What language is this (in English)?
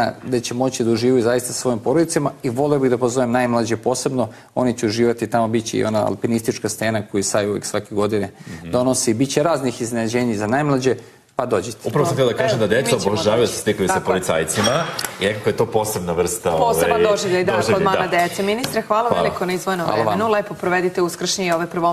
Serbian